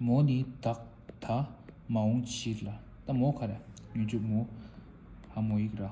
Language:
Tibetan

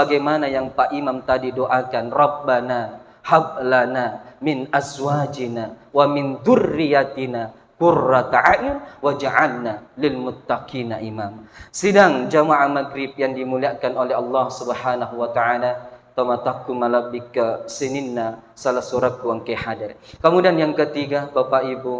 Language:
Buginese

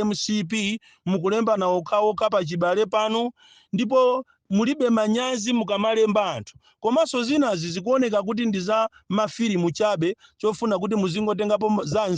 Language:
Nyanja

